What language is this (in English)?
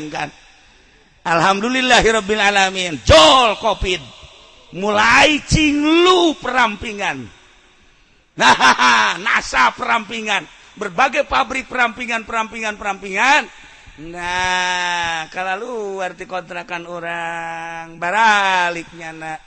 Sundanese